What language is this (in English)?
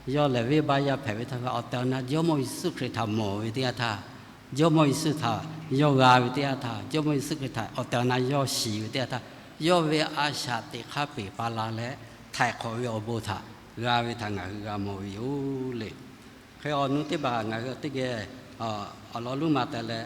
Lahu